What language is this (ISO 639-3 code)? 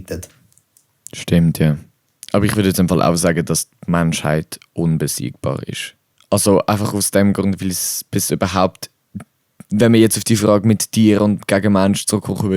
gsw